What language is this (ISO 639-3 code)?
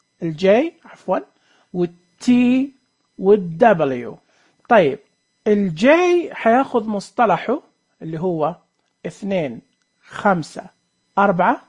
ars